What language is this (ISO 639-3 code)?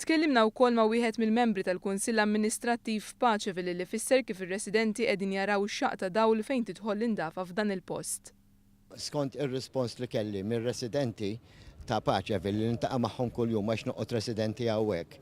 mlt